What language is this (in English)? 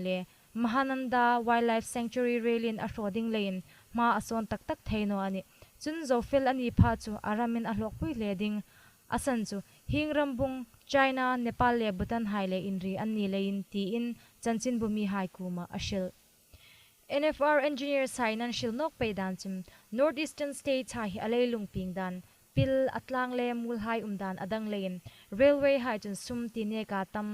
Hmar